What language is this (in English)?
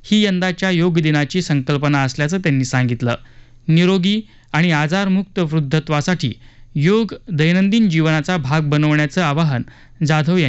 Marathi